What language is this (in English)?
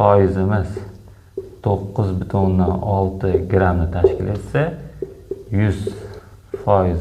Uzbek